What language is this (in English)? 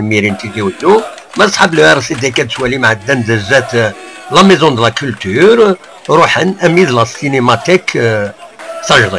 Kabyle